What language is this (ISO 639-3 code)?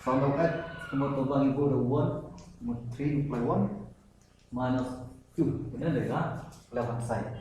kha